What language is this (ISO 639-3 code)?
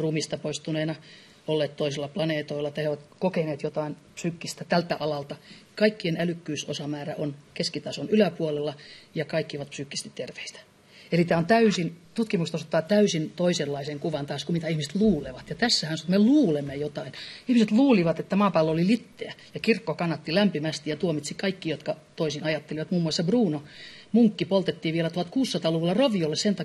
fin